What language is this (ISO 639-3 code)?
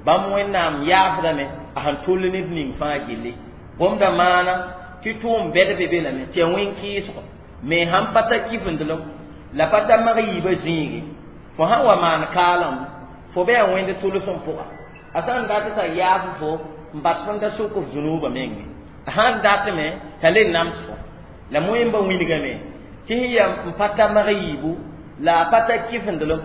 mos